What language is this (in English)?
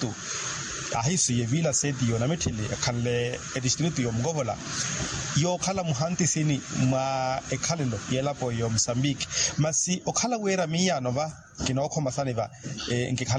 Makhuwa